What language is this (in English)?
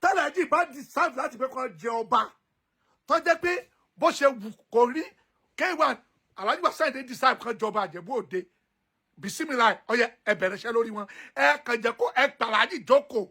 Yoruba